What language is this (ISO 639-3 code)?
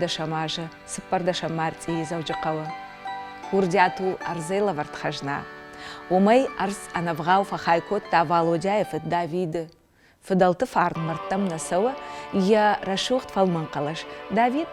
oss